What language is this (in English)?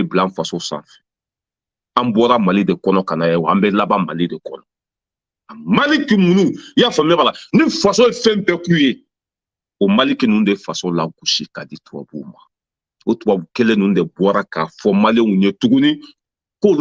Bambara